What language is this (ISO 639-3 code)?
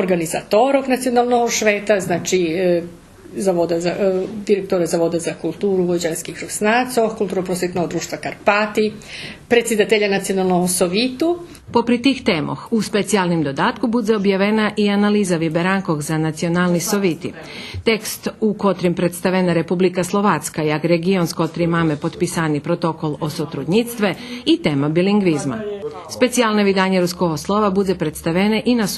rue